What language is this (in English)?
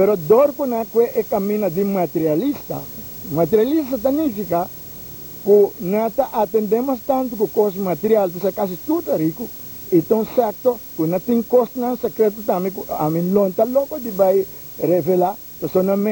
Papiamento